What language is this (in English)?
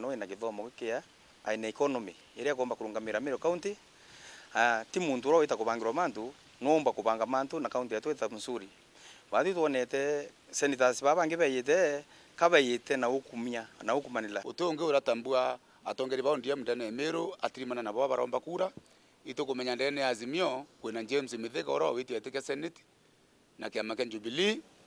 Meru